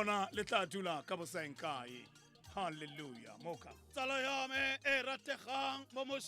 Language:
Tswana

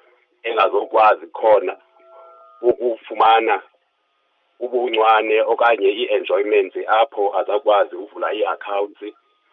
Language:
Xhosa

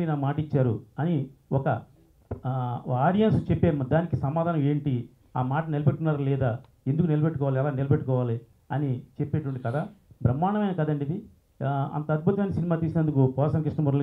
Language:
Telugu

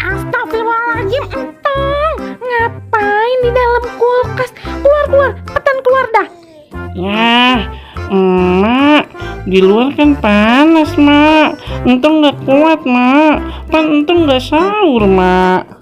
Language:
Betawi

